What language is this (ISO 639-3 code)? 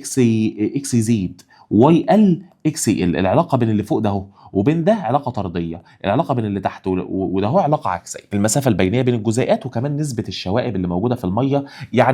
arz